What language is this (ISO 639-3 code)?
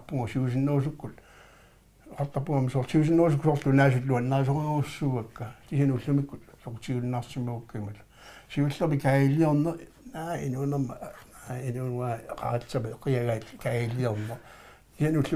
kal